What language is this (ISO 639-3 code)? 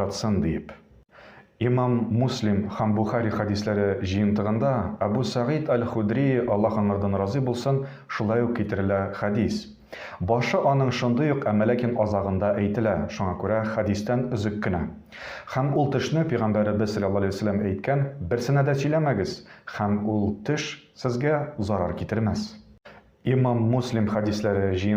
tat